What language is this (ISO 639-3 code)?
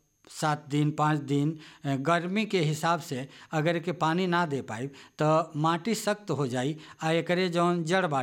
bho